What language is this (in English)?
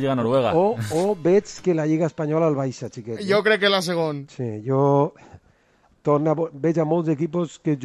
Catalan